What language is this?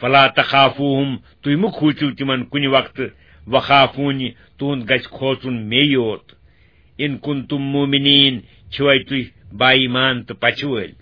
Kashmiri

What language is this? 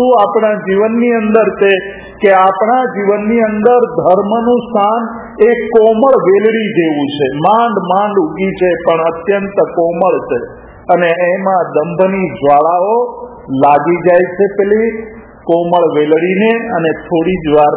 Gujarati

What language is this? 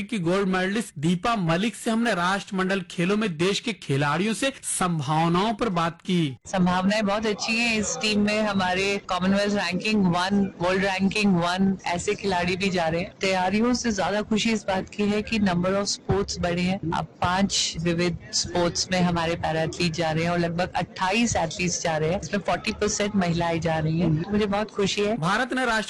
Hindi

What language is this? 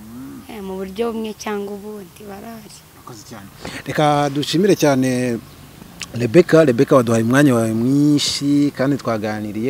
Kinyarwanda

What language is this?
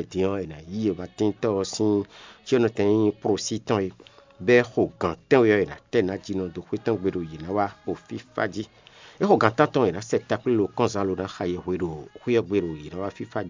Fon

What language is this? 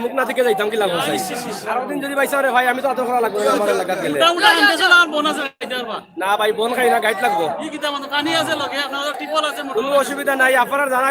Sylheti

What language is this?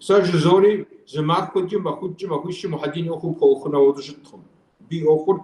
Kabardian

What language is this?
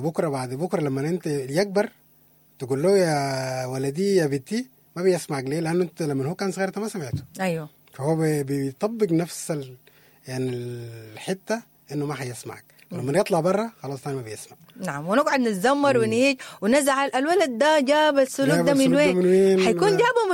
Sudanese Arabic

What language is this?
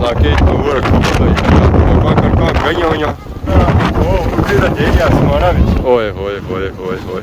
Pahari-Potwari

